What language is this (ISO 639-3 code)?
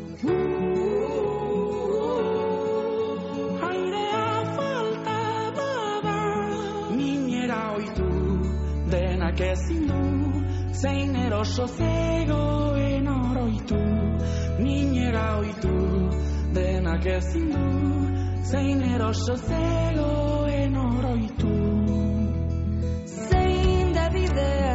eus